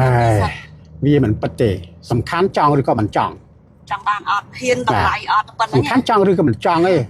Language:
Khmer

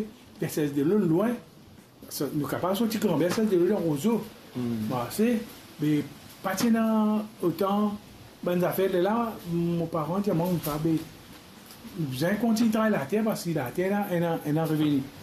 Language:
Morisyen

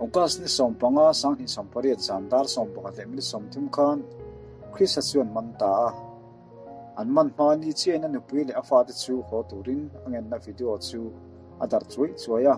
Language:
Mizo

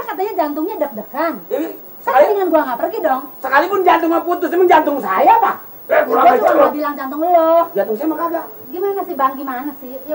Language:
Betawi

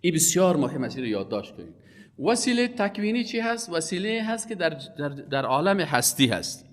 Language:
Persian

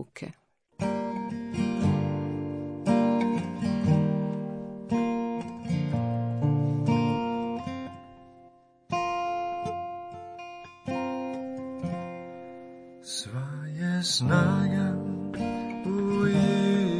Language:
Croatian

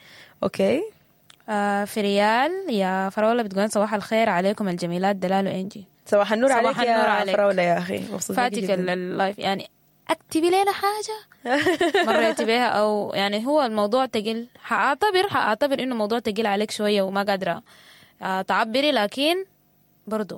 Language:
Sudanese Arabic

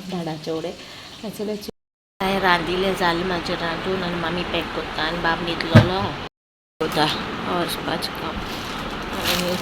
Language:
Konkani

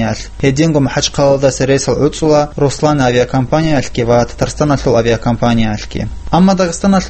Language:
Avaric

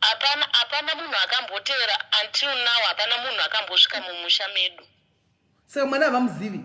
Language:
Shona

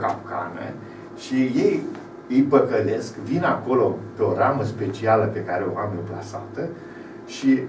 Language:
Romanian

